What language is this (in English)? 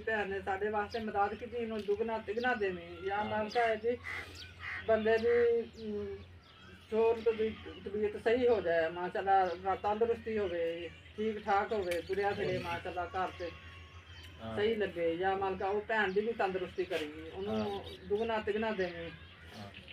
Punjabi